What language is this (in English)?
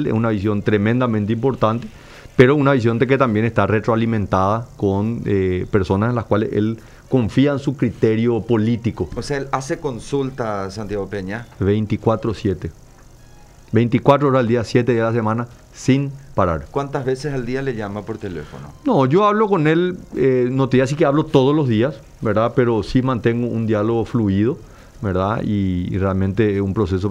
Spanish